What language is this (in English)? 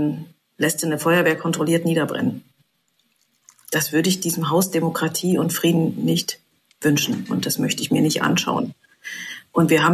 German